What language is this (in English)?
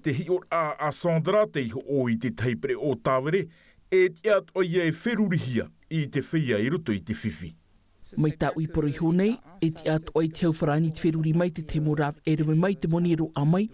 Tahitian